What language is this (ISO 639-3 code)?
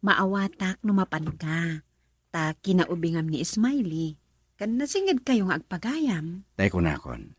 ilo